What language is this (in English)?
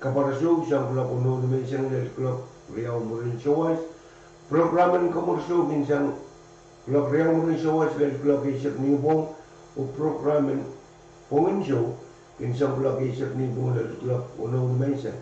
Pohnpeian